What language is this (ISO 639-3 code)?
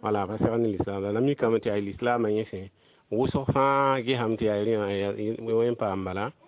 mos